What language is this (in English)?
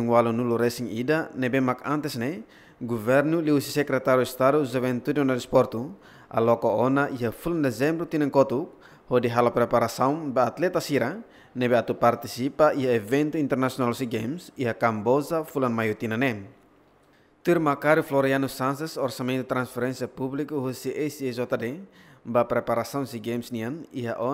Tetum